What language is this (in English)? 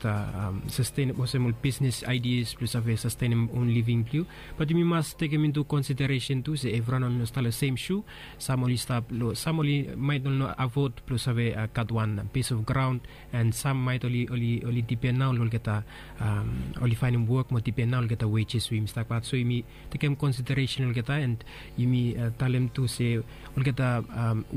Bislama